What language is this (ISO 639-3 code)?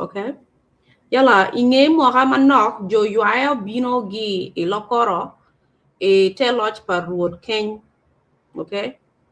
ach